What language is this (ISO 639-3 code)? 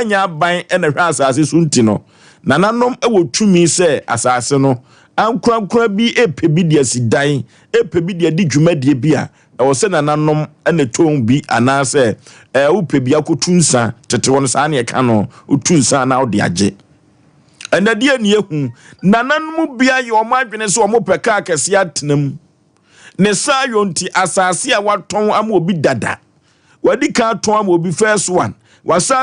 aka